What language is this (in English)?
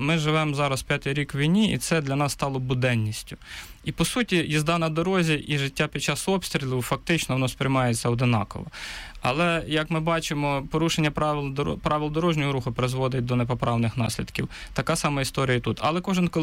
Ukrainian